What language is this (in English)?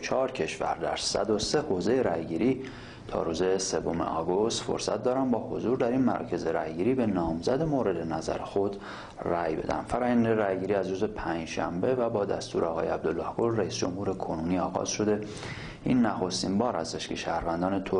Persian